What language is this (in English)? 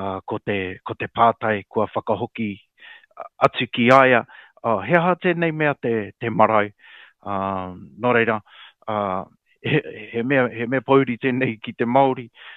Māori